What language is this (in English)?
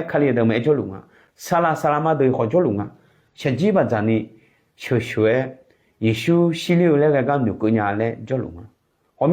Akha